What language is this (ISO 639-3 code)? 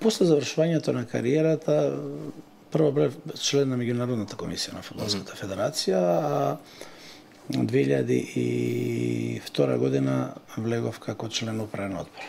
mkd